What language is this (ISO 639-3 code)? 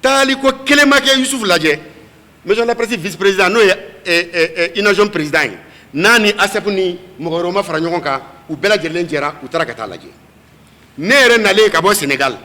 bam